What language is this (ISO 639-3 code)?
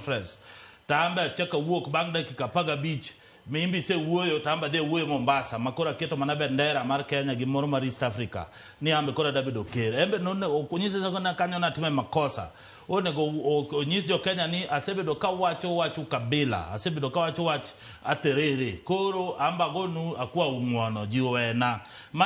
luo